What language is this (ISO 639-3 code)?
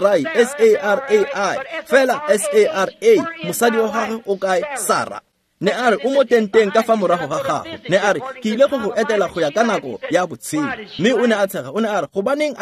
tsn